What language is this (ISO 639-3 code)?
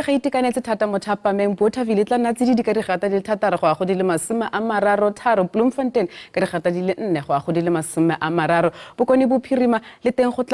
tsn